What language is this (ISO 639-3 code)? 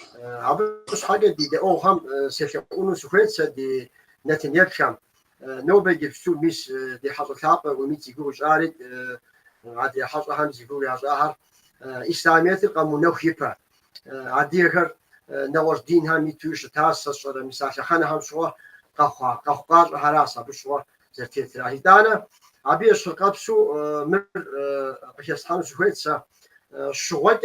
kbd